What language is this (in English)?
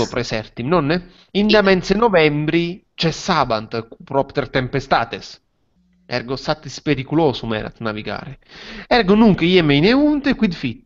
Latin